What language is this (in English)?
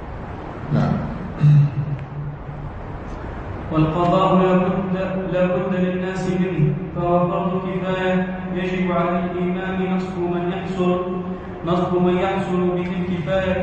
Arabic